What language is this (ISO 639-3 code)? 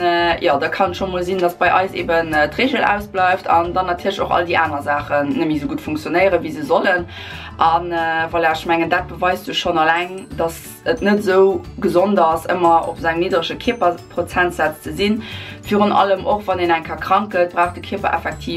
ltz